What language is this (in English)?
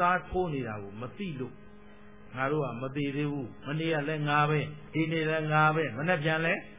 Burmese